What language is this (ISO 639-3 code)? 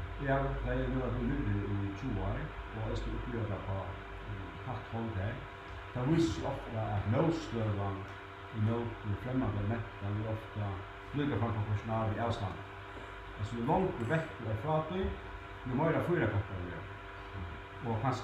fao